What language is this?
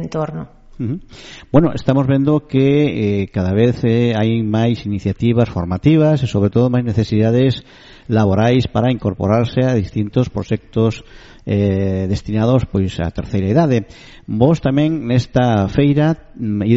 Galician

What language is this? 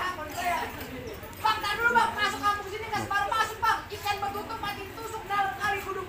Betawi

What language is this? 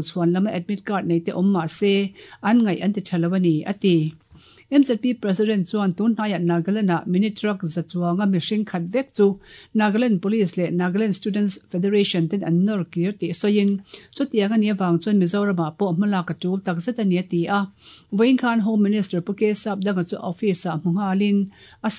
Mizo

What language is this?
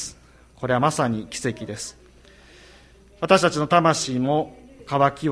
Japanese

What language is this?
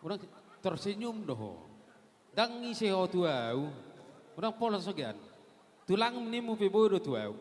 Batak Toba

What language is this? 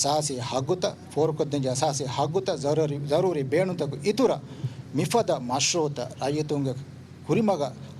Divehi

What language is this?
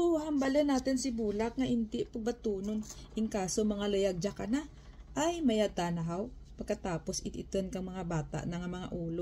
Kinaray-a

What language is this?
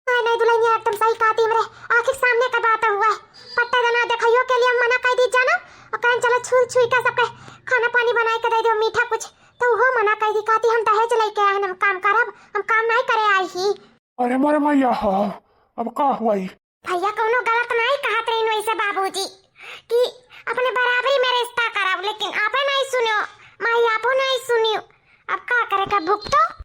Awadhi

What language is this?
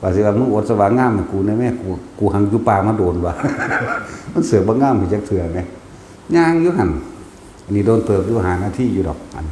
Northeastern Thai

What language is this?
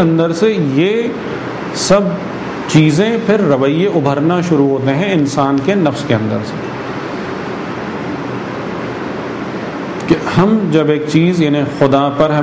Urdu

